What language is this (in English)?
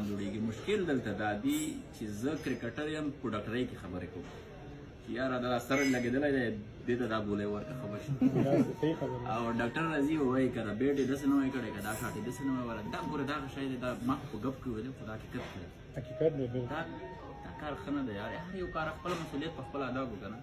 Pashto